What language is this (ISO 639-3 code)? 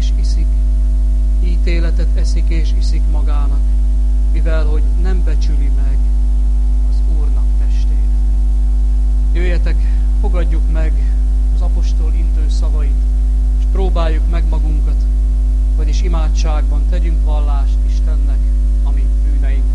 hun